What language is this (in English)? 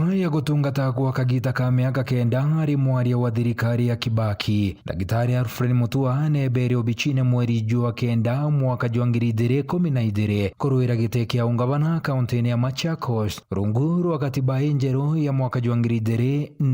Meru